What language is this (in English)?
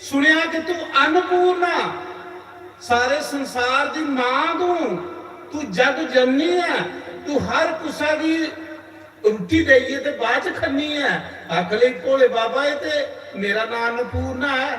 Dogri